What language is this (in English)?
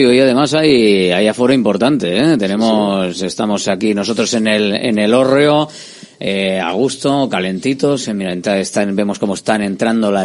Spanish